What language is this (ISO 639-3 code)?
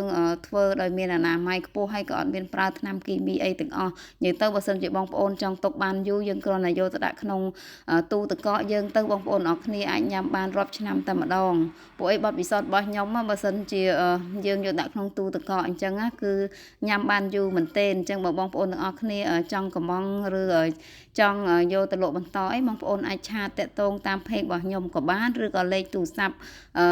khm